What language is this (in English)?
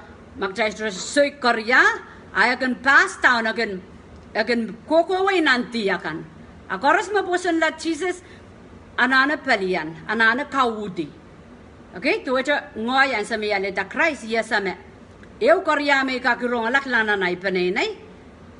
Pohnpeian